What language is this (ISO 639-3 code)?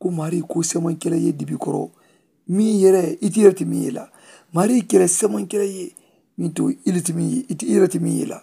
man